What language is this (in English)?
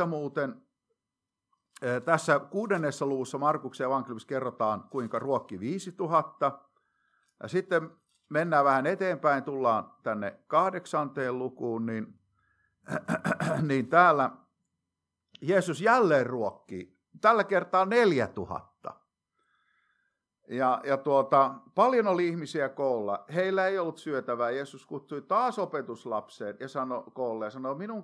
Finnish